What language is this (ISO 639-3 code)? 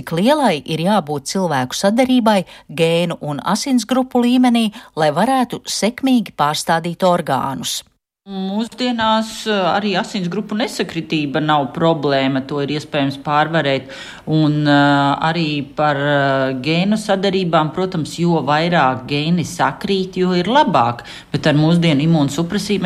lav